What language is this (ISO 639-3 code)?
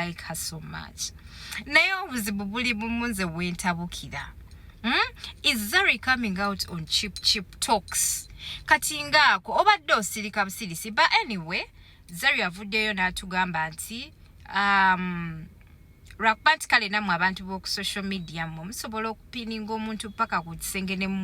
lug